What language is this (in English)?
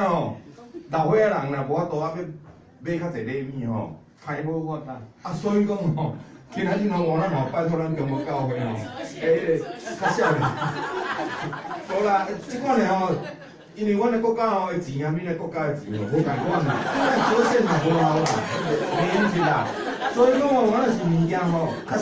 Min Nan Chinese